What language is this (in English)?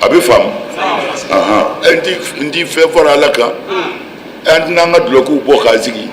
Bambara